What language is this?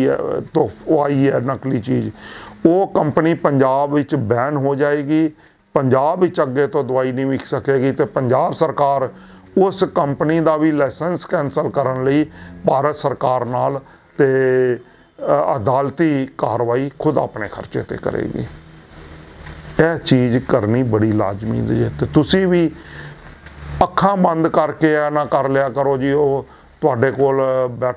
Punjabi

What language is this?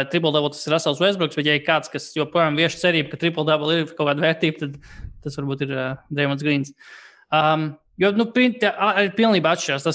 Latvian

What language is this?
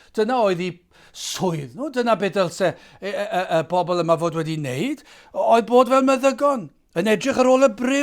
Welsh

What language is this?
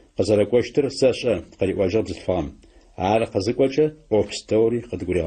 Adyghe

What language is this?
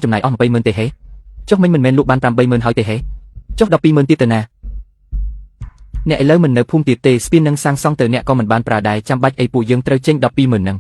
Khmer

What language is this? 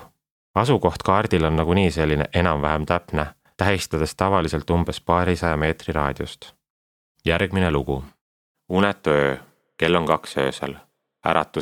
Estonian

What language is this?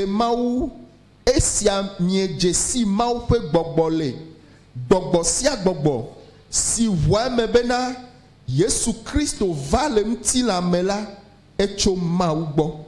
Ewe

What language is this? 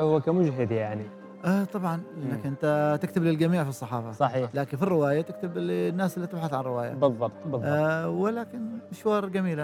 Gulf Arabic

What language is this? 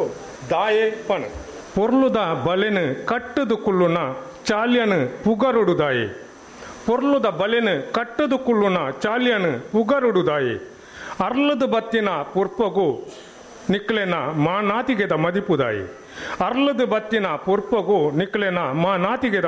Tulu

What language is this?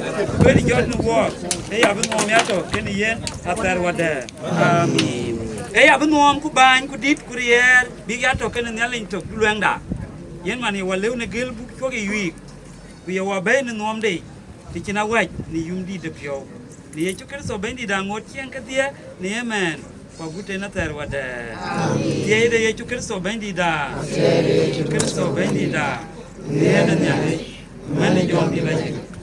Dinka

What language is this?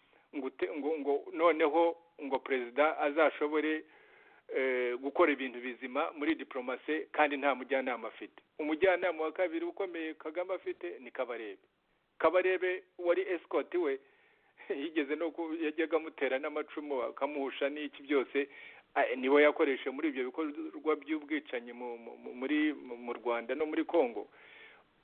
Kinyarwanda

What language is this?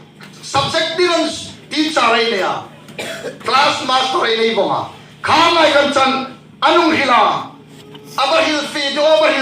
Hmar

